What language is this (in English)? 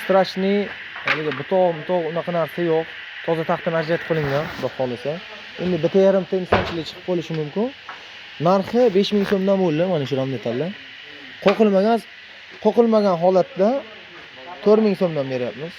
Uzbek